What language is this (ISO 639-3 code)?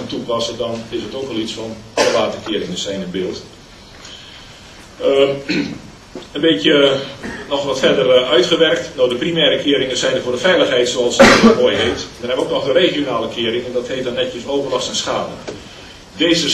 nld